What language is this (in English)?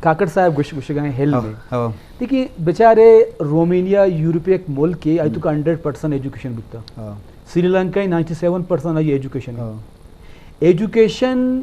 Eastern Balochi